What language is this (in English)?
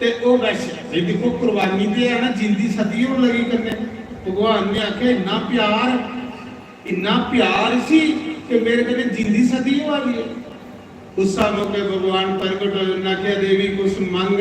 Dogri